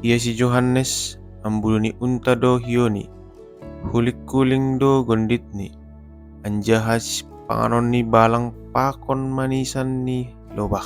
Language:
Batak Simalungun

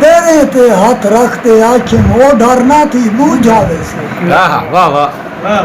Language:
Saraiki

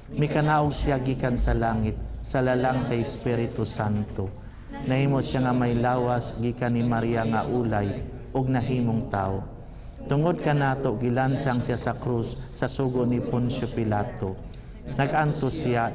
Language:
Cebuano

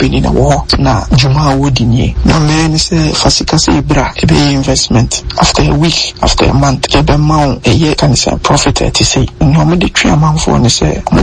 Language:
Akan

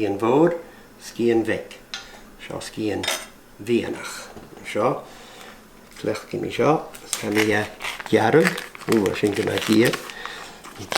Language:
Scottish Gaelic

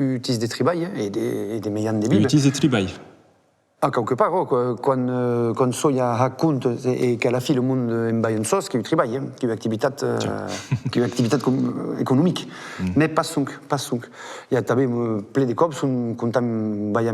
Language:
Occitan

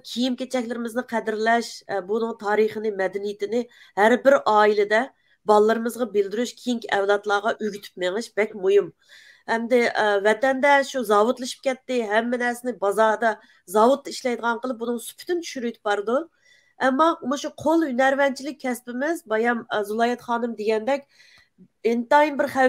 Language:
Uyghur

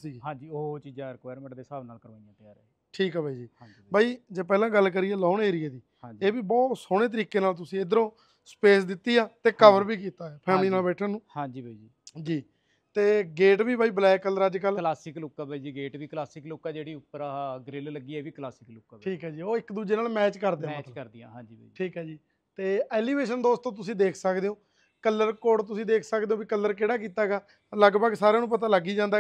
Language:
Punjabi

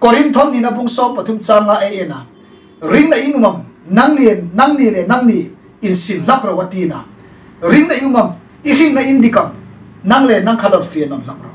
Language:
Hmar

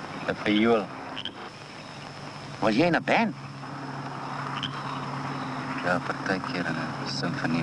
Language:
Afrikaans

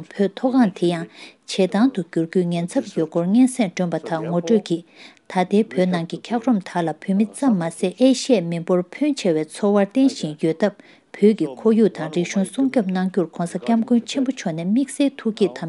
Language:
Tibetan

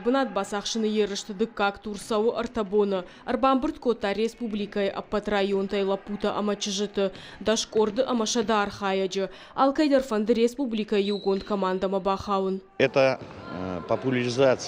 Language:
Ossetic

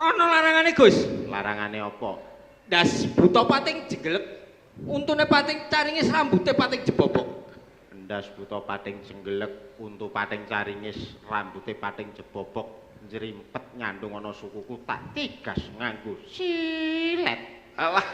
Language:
Javanese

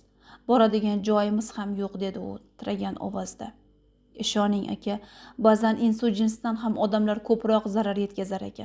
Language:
Uzbek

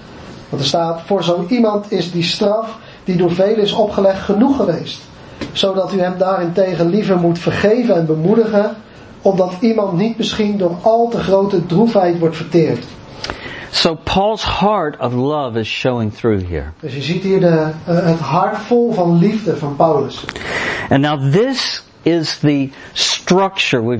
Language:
Dutch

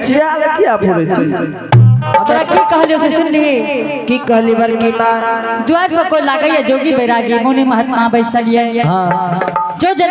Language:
Angika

